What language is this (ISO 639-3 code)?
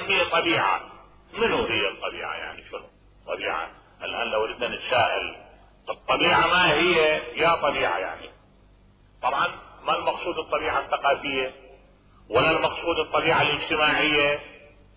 acm